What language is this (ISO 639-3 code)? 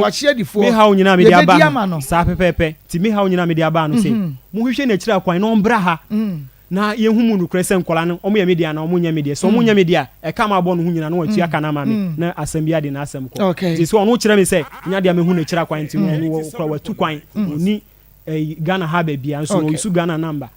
aka